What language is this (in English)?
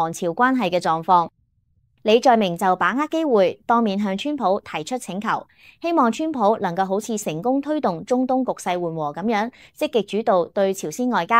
Cantonese